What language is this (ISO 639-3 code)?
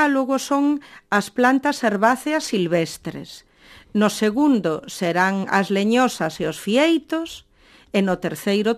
glg